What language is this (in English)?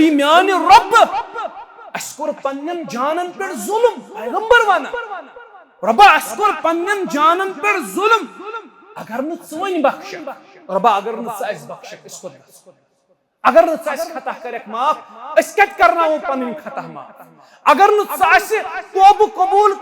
Kashmiri